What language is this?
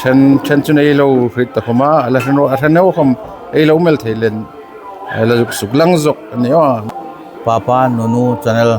Hmar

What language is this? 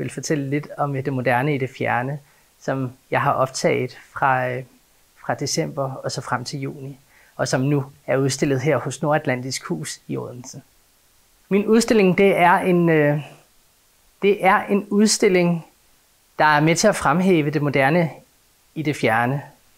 Danish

